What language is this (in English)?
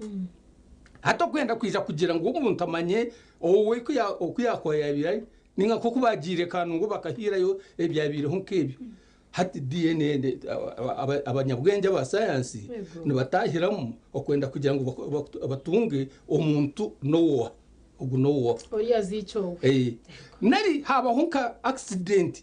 Nyankole